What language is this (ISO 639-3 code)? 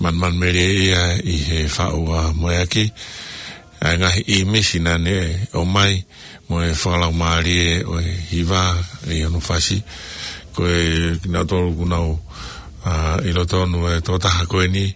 ton